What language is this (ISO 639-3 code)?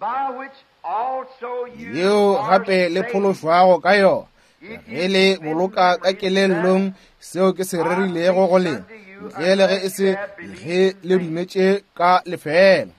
nso